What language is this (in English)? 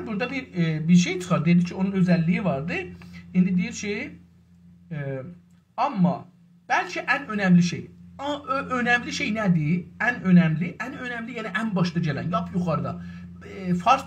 South Azerbaijani